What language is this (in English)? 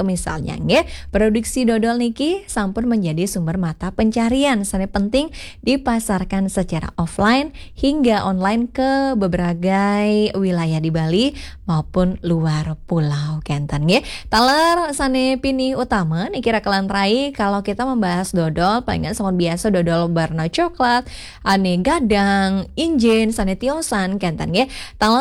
Balinese